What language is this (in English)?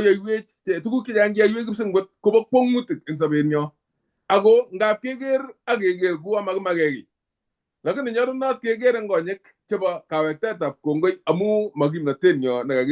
Kalenjin